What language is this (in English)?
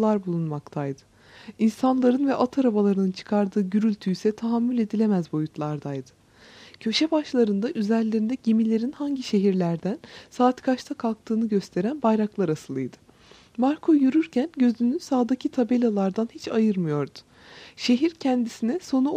Turkish